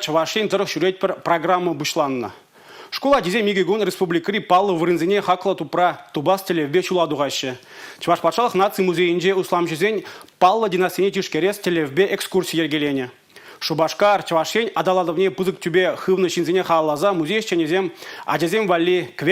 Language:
Chuvash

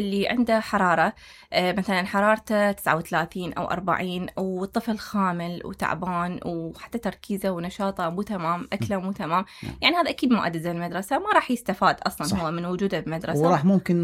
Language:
Mesopotamian Arabic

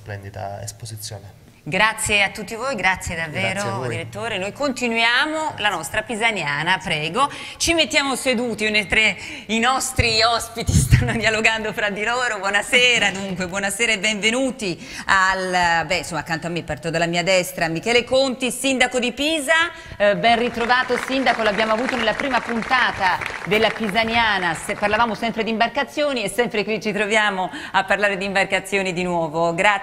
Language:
Italian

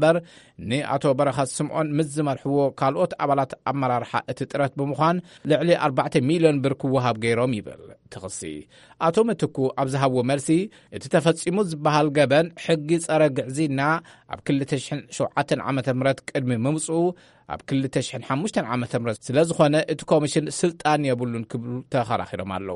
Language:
Tigrinya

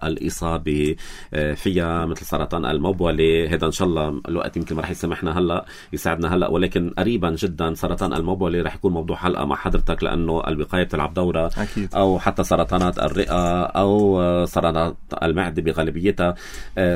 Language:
North Levantine Arabic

